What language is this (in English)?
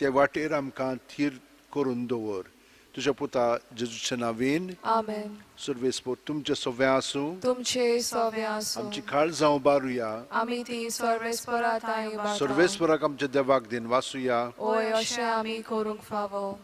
Konkani